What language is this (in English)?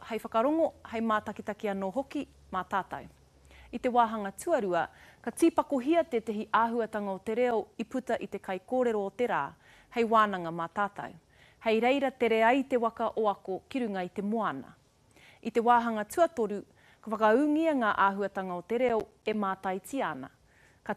Māori